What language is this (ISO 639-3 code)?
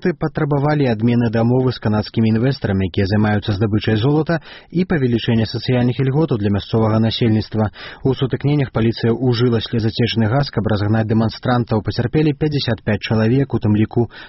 bel